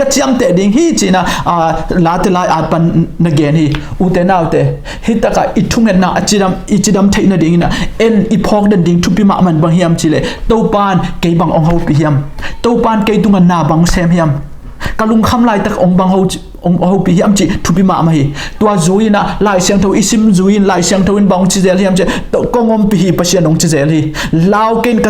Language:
Tedim Chin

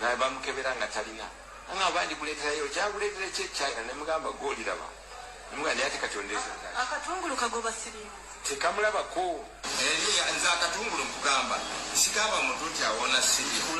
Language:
Ganda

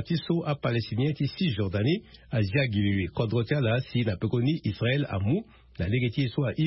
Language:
Sango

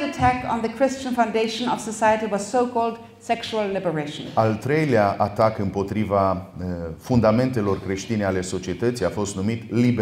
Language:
Romanian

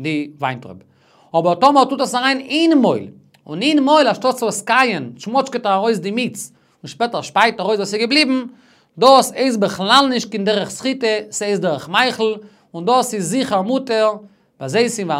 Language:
Yiddish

